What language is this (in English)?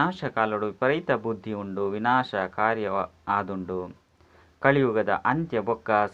Tulu